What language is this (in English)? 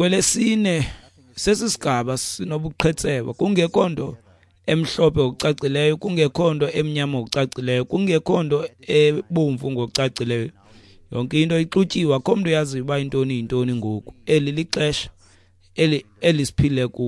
Xhosa